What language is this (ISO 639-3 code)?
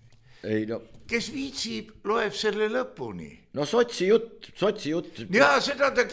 est